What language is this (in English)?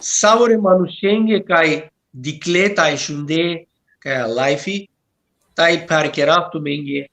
Balkan Romani